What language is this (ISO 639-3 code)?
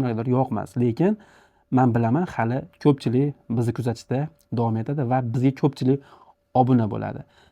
uzb